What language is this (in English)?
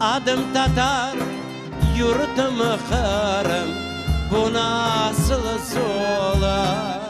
Crimean Tatar